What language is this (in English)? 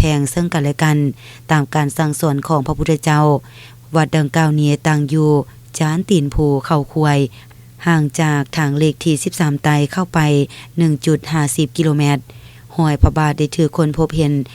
Lao